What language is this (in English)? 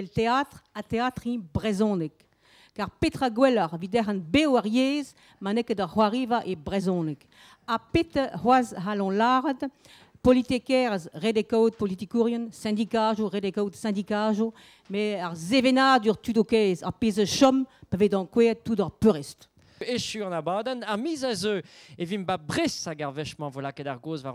Breton